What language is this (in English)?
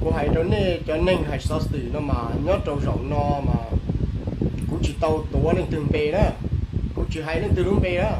Hmong